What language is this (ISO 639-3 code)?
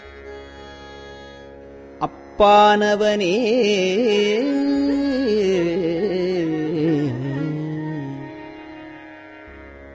tam